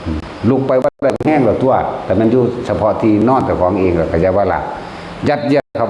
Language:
Lao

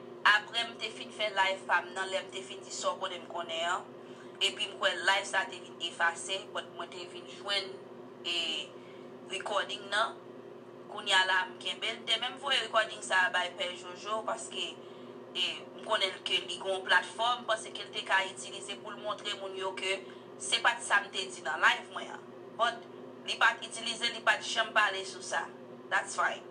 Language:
Haitian Creole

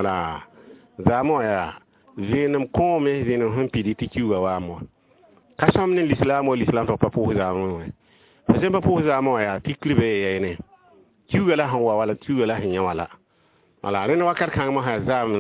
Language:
Mossi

